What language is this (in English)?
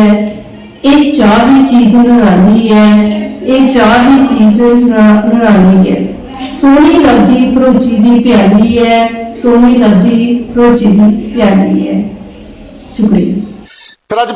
Dogri